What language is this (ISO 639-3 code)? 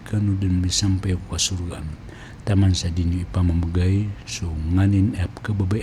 mrw